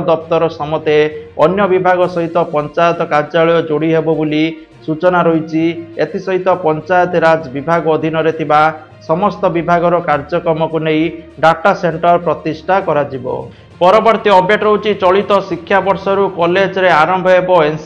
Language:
Odia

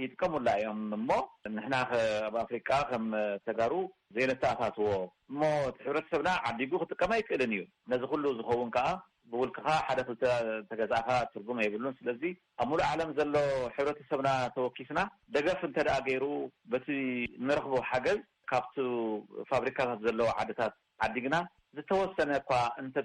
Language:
Tigrinya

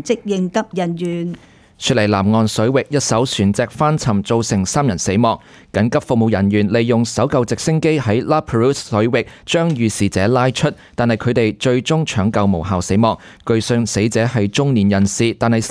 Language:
Cantonese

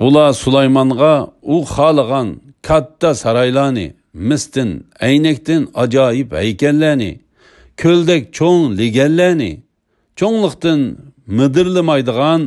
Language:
Uyghur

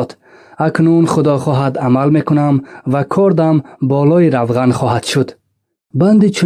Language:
Tajik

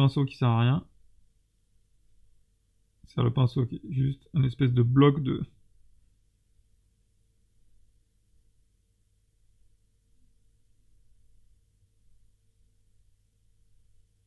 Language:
French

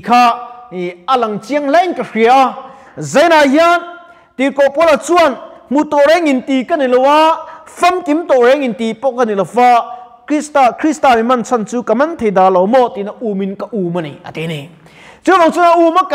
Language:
Mizo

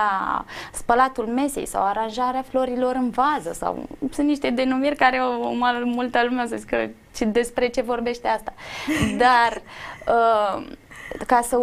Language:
Romanian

